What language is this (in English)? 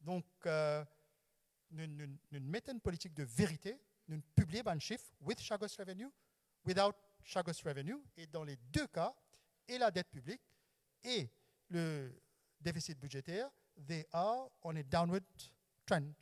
Morisyen